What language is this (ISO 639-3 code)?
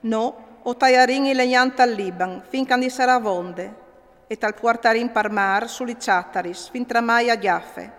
fur